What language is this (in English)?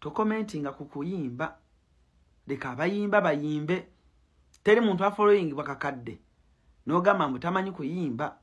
Ganda